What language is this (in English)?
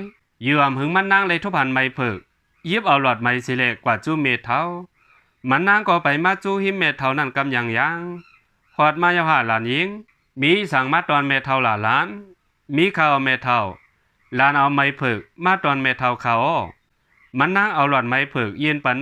Shan